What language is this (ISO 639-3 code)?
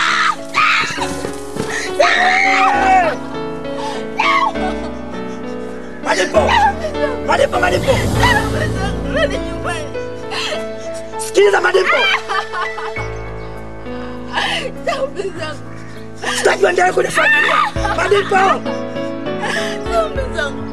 swa